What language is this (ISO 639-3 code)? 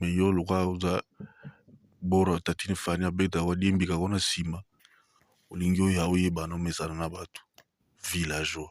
lin